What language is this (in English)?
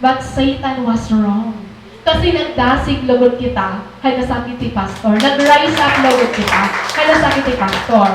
Waray